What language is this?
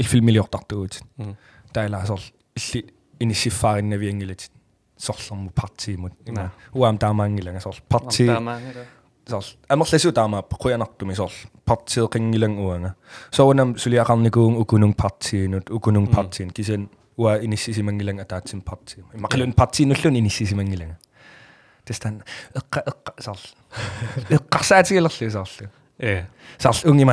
Kalaallisut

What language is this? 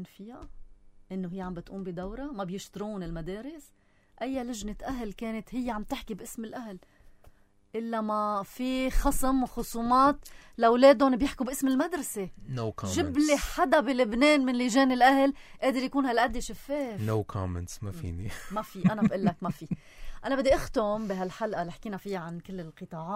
North Levantine Arabic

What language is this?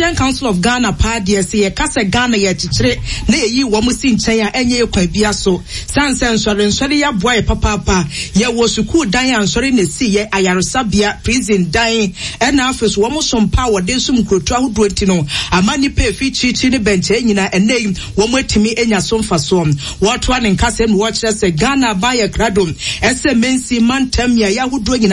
Akan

